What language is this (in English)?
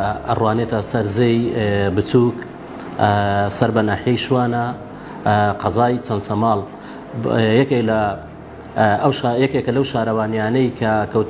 Central Kurdish